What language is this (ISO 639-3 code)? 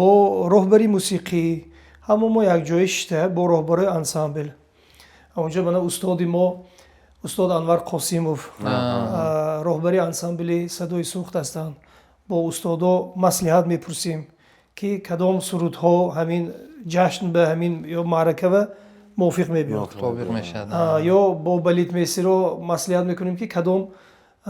tgk